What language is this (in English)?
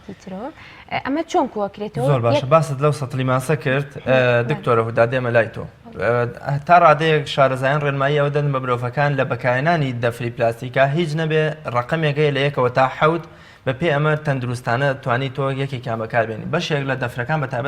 Central Kurdish